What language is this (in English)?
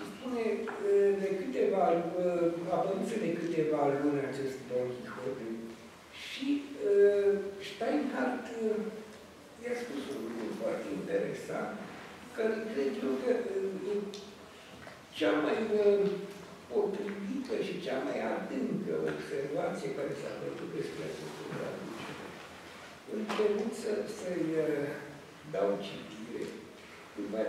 Romanian